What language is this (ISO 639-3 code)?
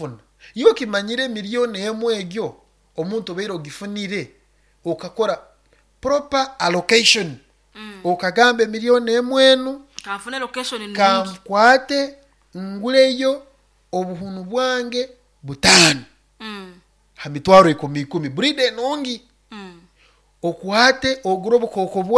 nyo